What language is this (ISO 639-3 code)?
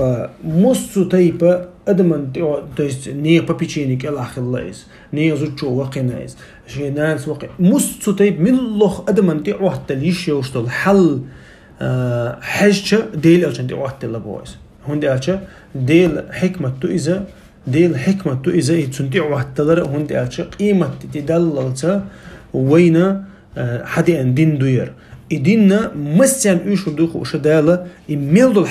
che